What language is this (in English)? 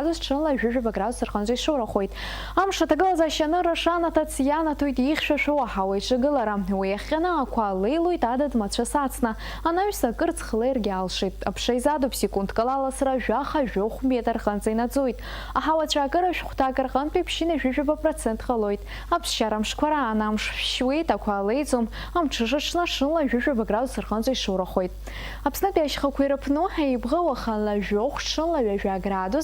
Abkhazian